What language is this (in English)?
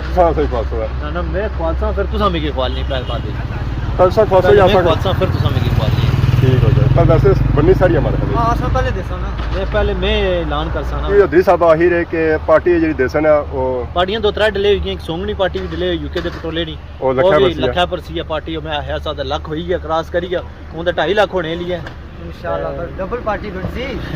Pahari-Potwari